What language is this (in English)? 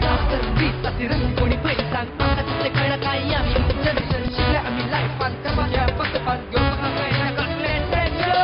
Konkani